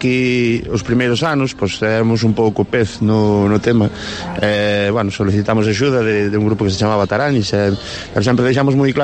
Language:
Galician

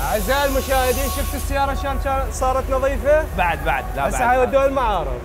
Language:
Mesopotamian Arabic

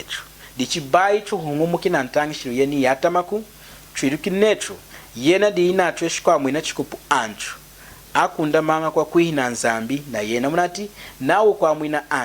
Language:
Lunda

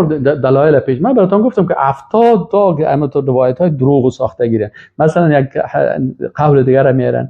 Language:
Persian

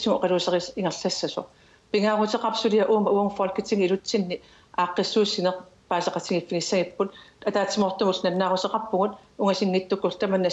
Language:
Kalaallisut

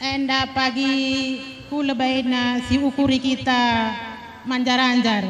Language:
Batak Karo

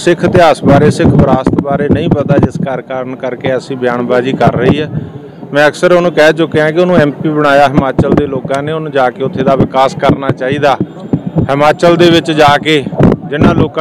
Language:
Punjabi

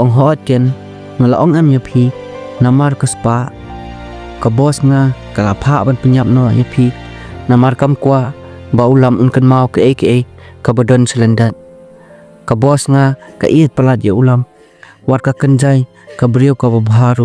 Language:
Khasi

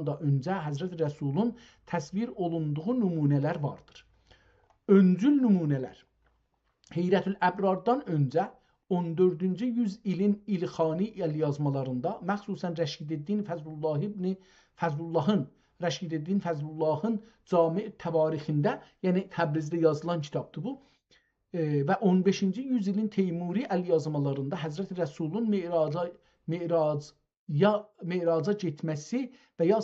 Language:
South Azerbaijani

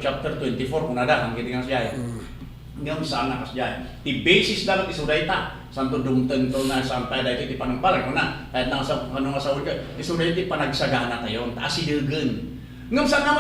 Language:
Iloko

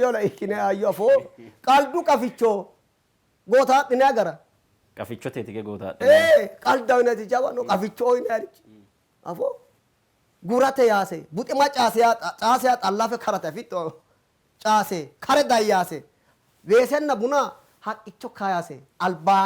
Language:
Sidamo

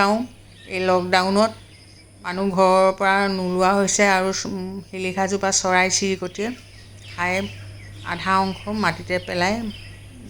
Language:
Assamese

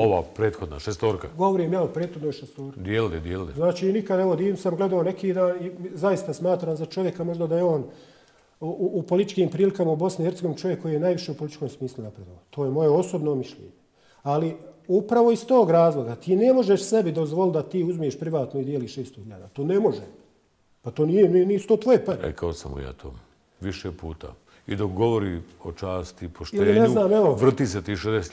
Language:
Bosnian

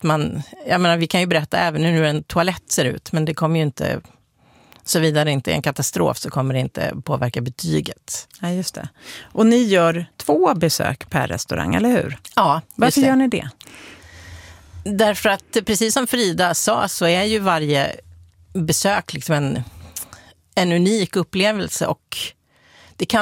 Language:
Swedish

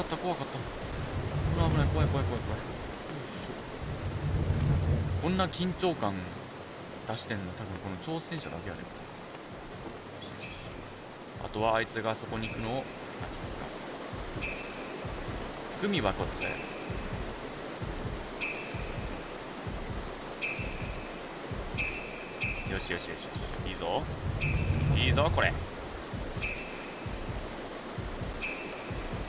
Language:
Japanese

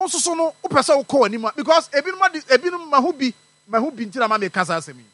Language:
Akan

